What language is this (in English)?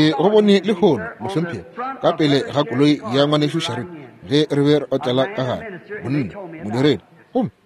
Northern Sotho